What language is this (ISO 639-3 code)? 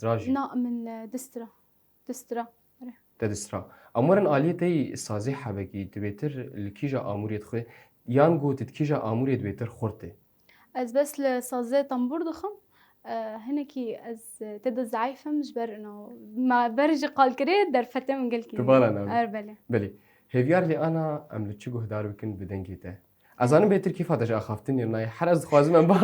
kur